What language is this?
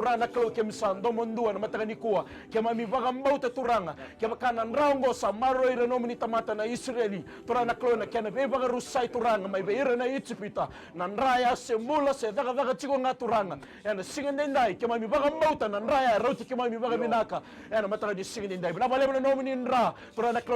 Fijian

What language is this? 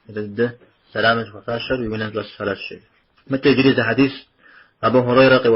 Kabardian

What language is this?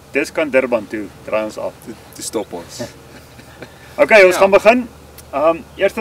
Afrikaans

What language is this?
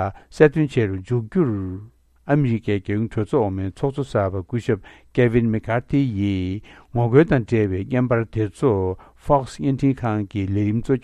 Tibetan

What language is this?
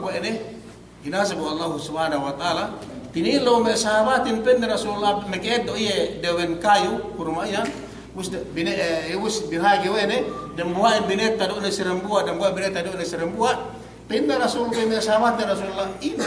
Yakan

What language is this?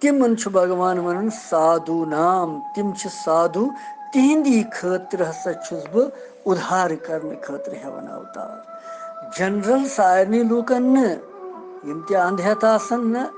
Kashmiri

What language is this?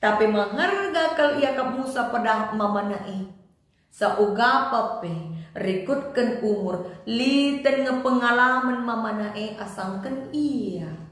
Batak Karo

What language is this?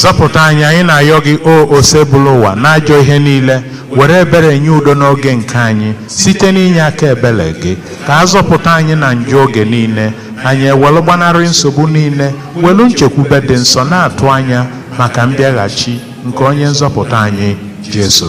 Igbo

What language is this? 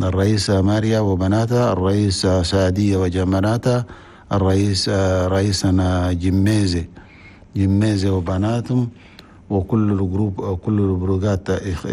Chadian Arabic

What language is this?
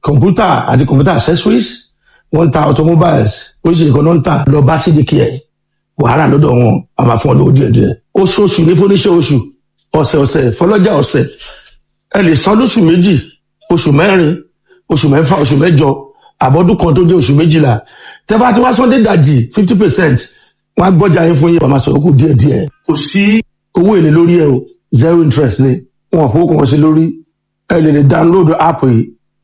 Yoruba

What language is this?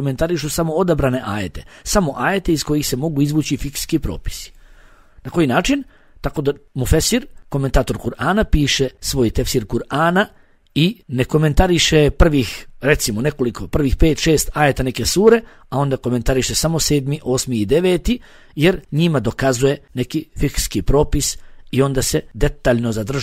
Bosnian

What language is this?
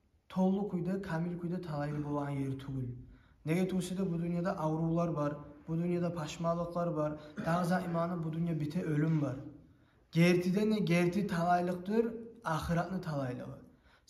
Kumyk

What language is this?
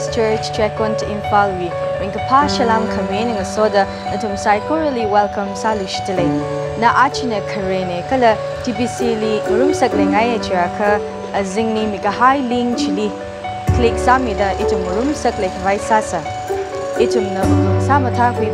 Tangkhul Naga (India)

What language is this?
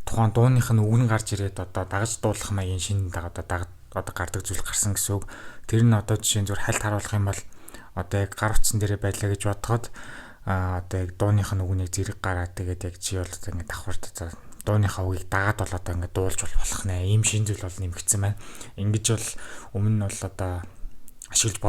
Mongolian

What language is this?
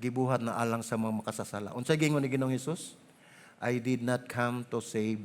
Cebuano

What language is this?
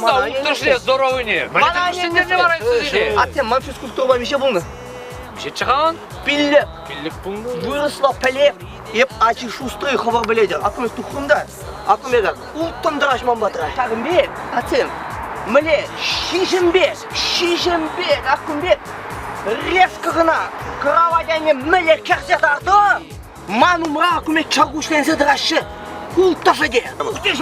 Chuvash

